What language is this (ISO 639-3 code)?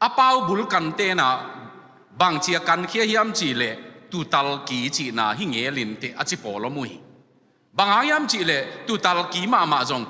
ctd